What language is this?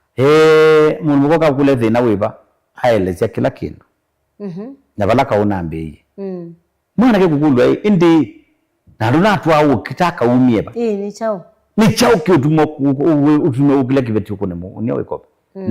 Kamba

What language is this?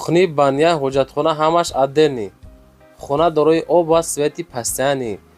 Tajik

